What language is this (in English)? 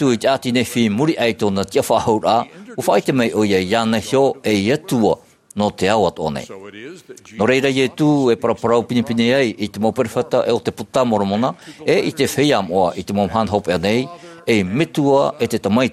Tahitian